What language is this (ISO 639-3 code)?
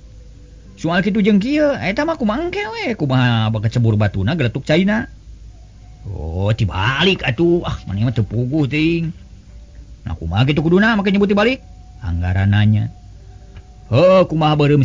sun